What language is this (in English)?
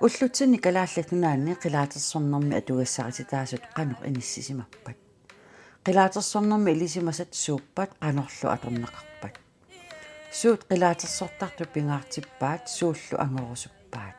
Kalaallisut